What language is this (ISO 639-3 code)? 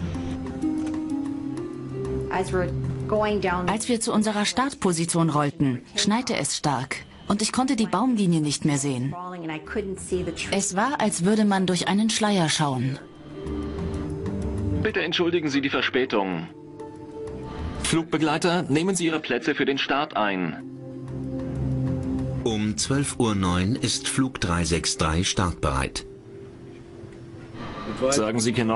deu